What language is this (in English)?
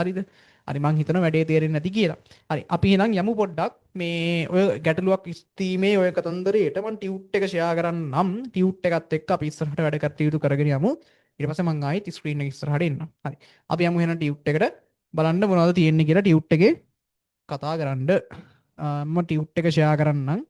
Sinhala